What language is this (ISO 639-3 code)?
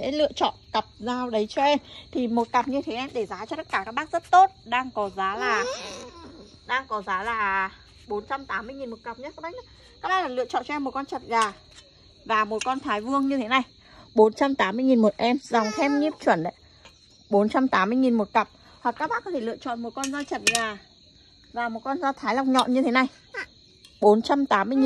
vie